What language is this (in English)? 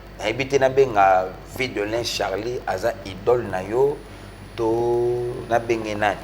Lingala